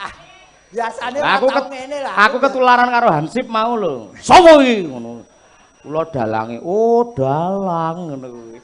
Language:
Javanese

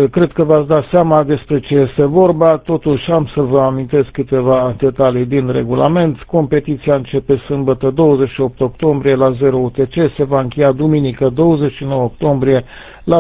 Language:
Romanian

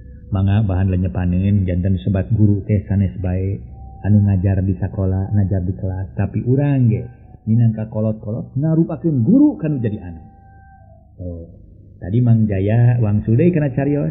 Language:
Sundanese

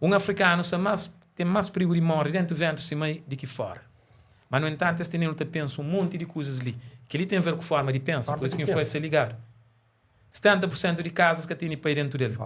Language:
Kabuverdianu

